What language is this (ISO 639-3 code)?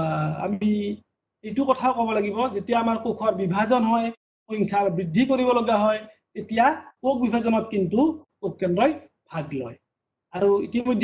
asm